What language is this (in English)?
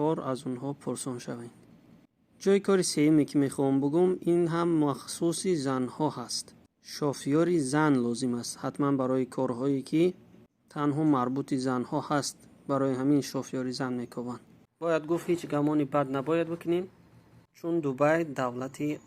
Tajik